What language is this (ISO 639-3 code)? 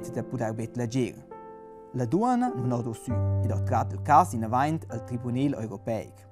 roh